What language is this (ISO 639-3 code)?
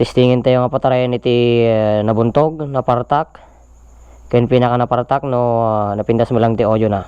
ilo